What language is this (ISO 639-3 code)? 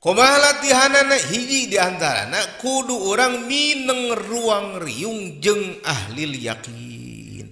sun